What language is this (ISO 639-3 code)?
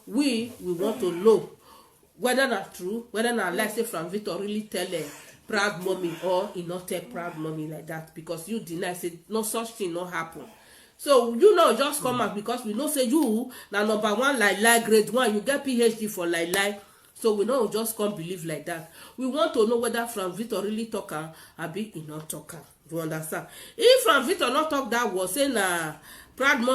pcm